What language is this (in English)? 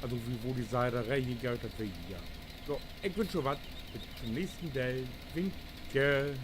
Low German